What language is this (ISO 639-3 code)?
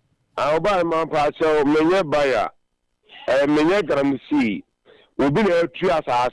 aka